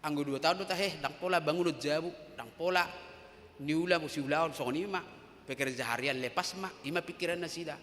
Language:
Batak Toba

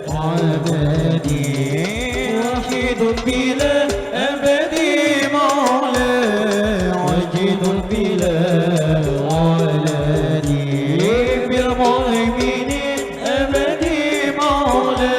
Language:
Banjar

